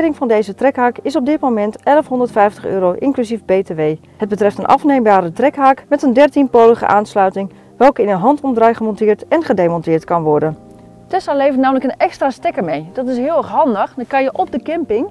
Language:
Dutch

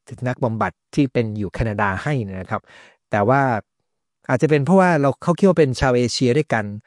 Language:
Thai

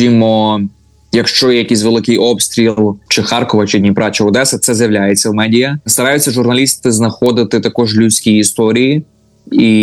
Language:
Ukrainian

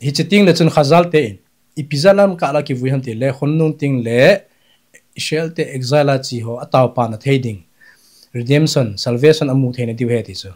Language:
Thado Chin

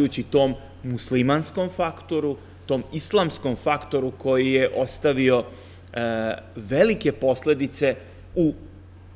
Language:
Serbian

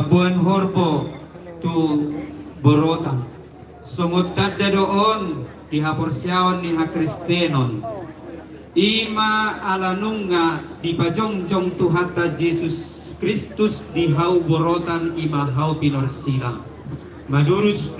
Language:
Batak Toba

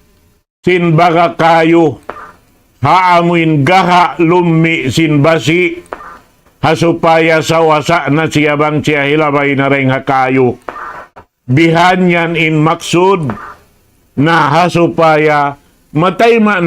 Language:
Tausug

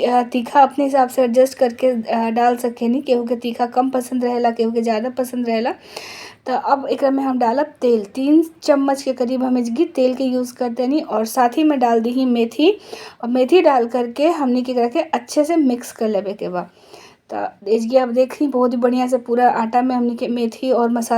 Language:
Bhojpuri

